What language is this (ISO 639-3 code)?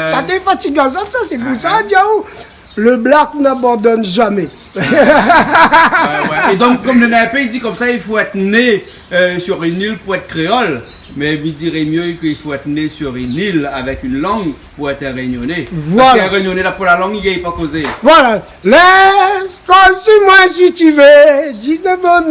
rcf